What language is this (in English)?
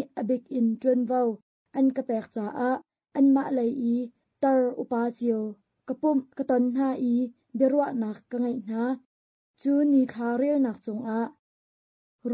Hakha Chin